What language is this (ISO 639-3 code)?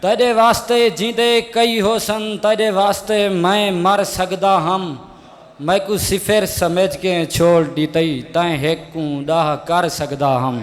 skr